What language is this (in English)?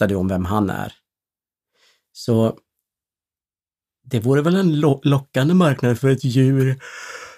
Swedish